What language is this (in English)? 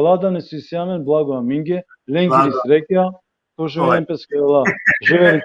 Balkan Romani